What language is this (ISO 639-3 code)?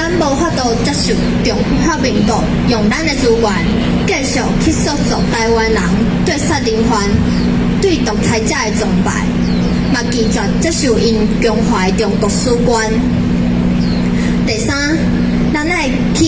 nan